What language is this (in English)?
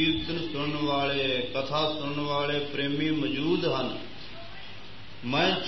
Punjabi